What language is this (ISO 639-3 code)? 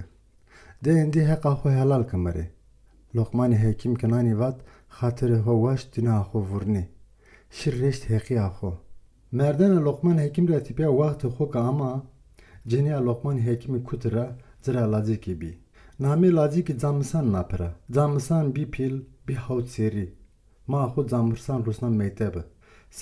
zza